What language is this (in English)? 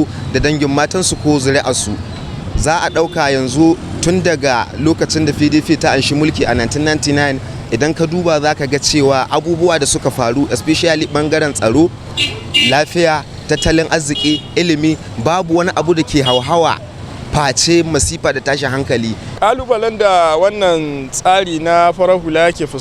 Hausa